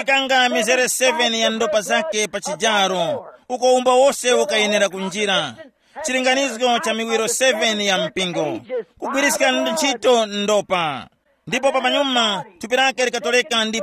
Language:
Tumbuka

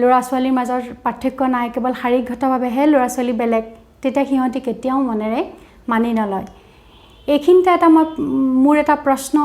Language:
Assamese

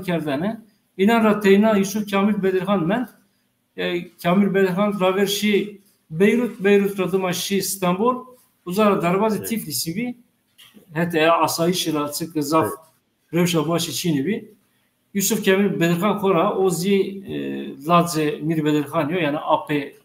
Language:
Zaza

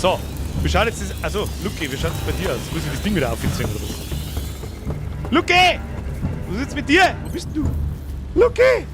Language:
Bavarian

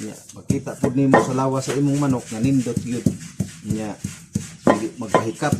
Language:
Cebuano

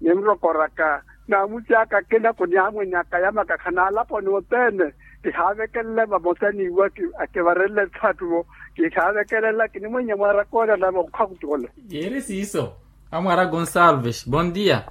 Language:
Makhuwa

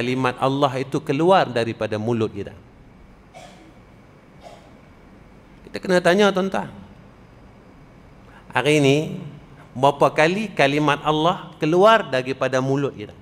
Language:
Malay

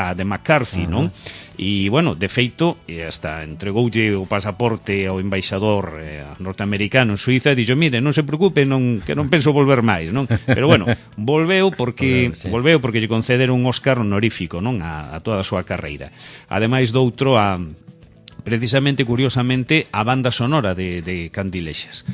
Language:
Galician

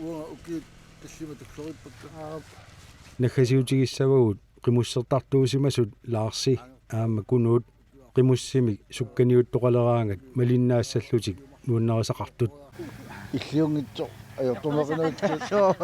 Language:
Kalaallisut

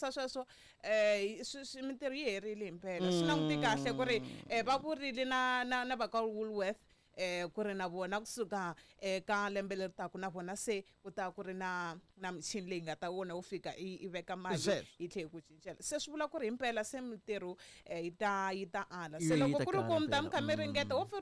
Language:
Tsonga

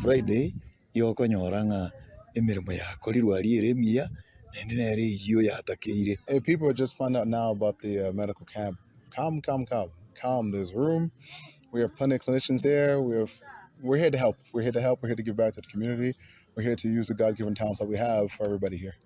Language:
Gusii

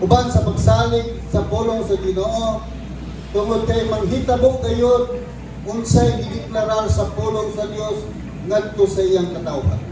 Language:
Cebuano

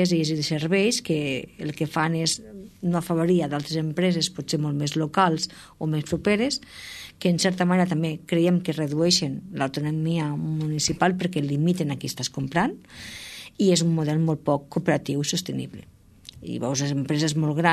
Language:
Catalan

